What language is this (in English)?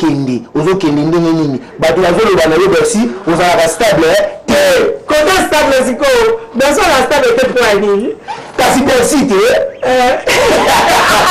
Lingala